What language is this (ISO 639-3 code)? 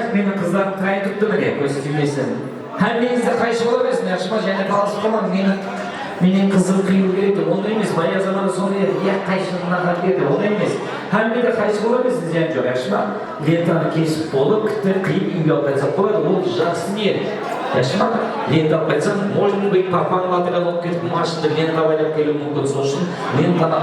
kaa